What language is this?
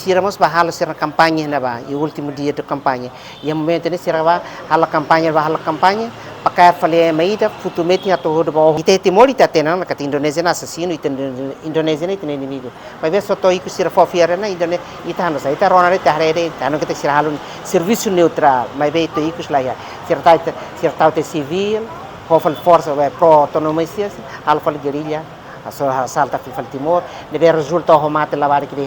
Tetum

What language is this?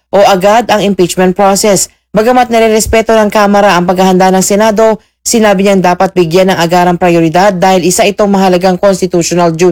Filipino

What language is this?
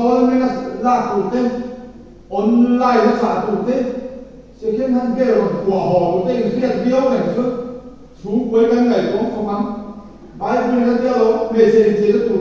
Mizo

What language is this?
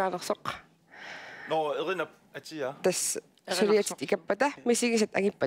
Kalaallisut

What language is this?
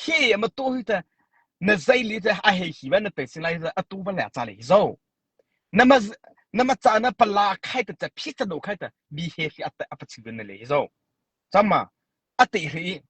Mara Chin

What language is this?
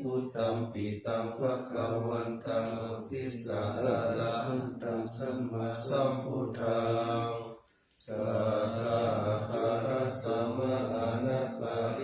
Pali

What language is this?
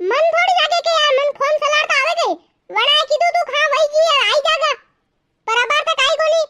Rajasthani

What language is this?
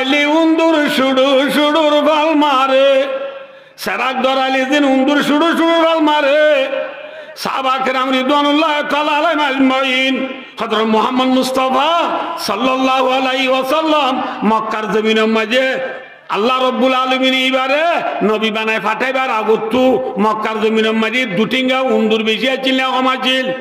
Rohingya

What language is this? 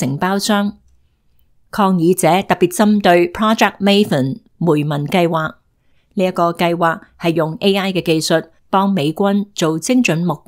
Cantonese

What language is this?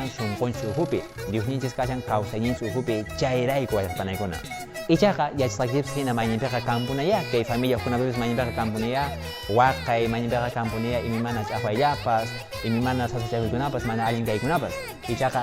Quechua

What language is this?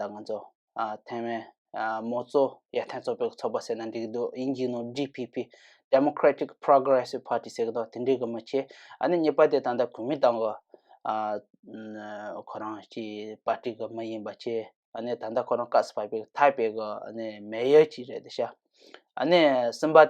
Tibetan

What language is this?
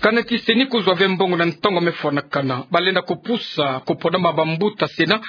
Kituba (Democratic Republic of Congo)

